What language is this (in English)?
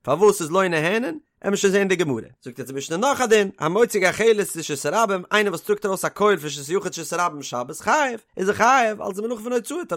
Yiddish